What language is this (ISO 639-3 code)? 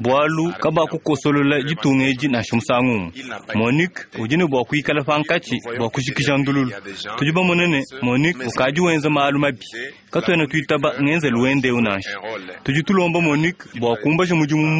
lua